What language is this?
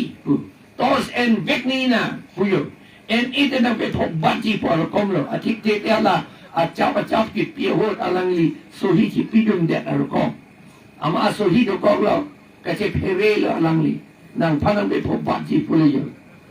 Karbi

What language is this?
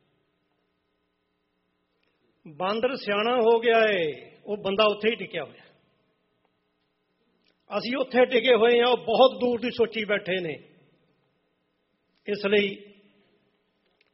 Punjabi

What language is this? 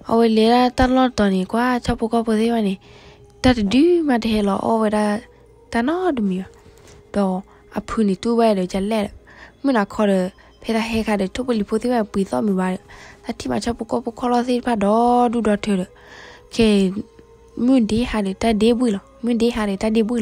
S'gaw Karen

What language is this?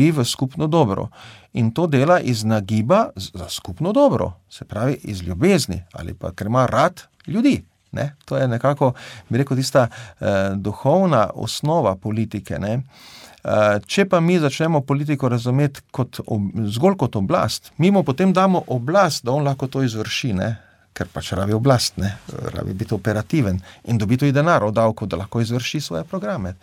Slovenian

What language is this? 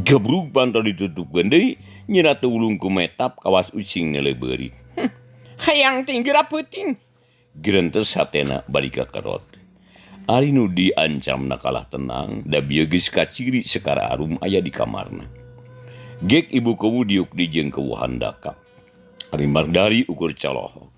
Sundanese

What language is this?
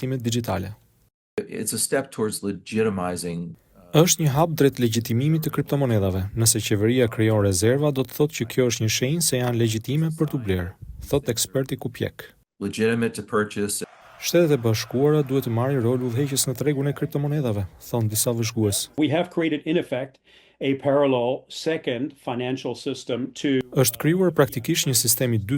Albanian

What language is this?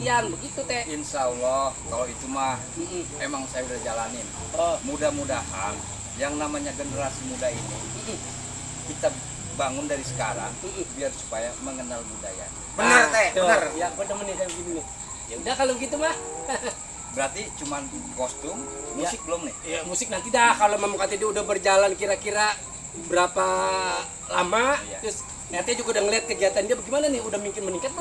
Betawi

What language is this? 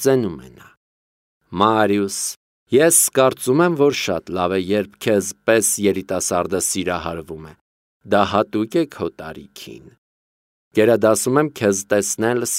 Armenian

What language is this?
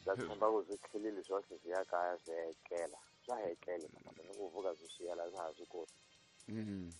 Tsonga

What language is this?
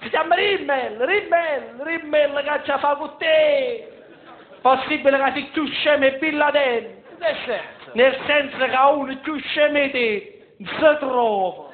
Neapolitan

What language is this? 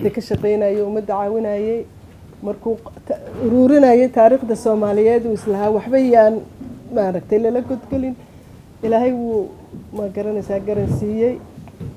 Somali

